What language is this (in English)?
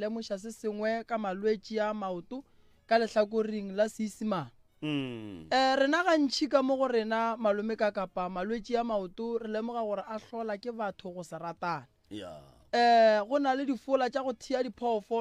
Northern Sotho